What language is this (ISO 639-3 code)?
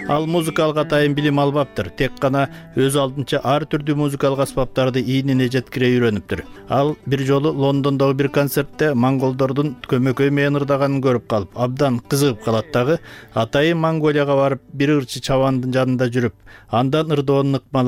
kir